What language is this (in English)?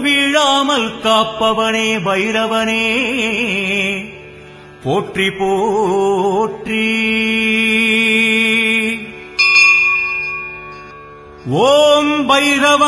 Tamil